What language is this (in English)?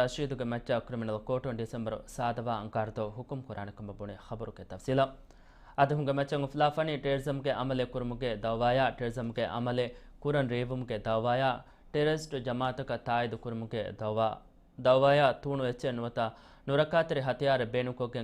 Divehi